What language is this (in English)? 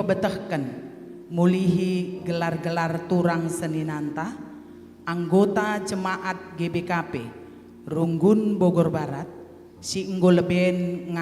Batak Karo